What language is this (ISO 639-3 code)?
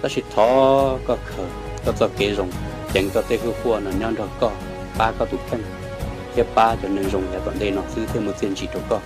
hmn